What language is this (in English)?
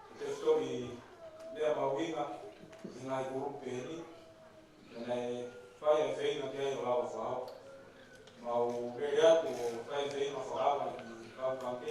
Tongan